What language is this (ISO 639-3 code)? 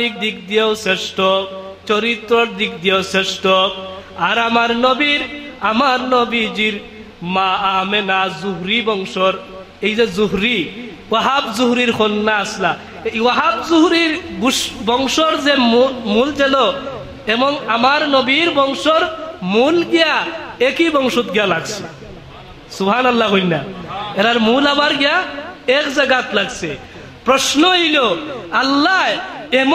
syl